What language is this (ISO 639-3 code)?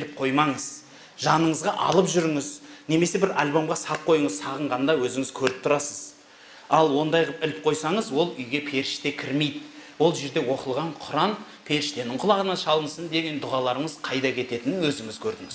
kaz